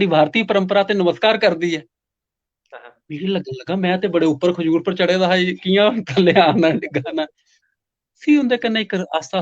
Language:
Dogri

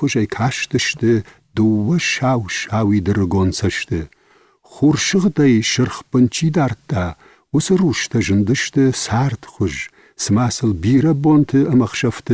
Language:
Ossetic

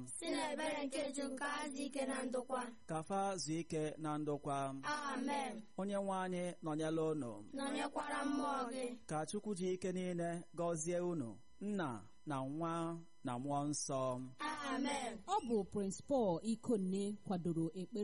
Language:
Igbo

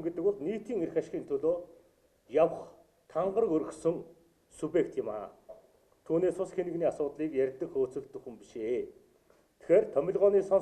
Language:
Mongolian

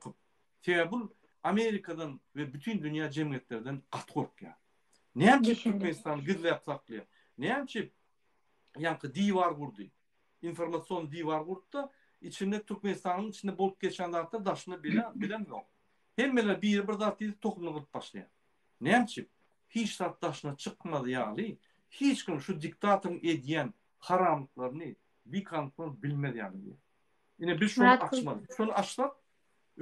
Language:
Turkmen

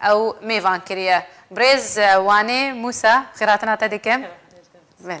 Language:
Kurdish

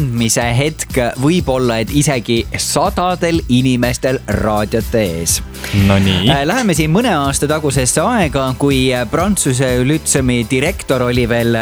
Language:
Estonian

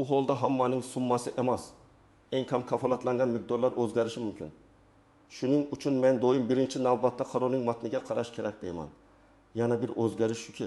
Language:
Uzbek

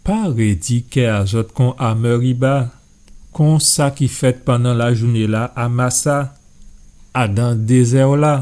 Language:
Guadeloupean Creole French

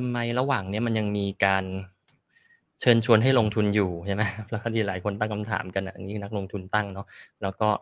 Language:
Thai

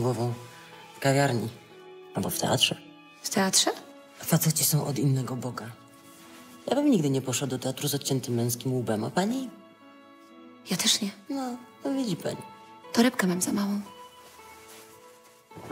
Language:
Polish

